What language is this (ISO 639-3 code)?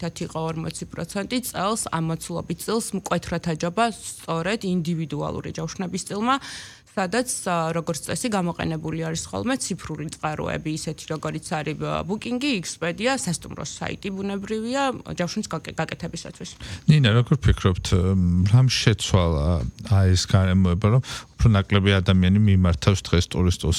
kat